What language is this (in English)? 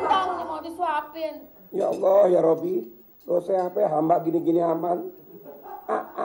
Betawi